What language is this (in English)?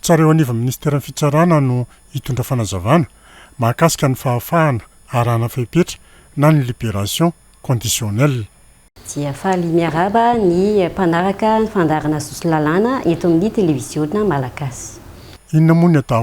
Malagasy